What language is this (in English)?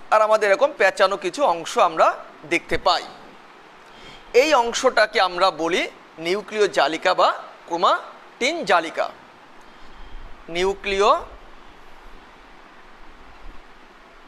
Bangla